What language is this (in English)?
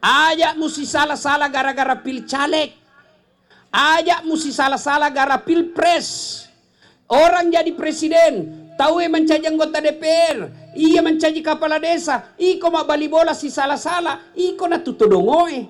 Buginese